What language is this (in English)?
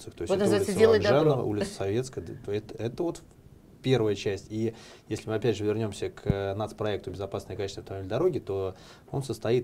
Russian